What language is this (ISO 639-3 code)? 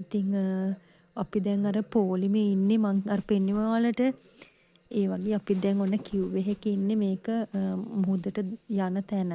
sin